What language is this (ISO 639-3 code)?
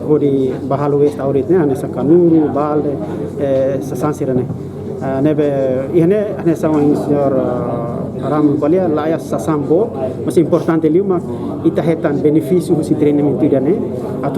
tet